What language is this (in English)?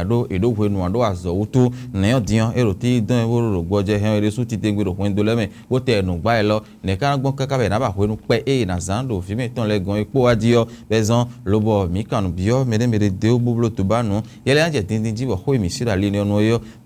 Fon